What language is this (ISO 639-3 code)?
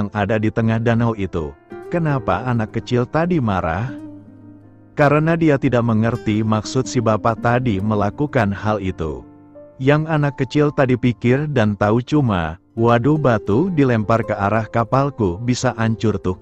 ind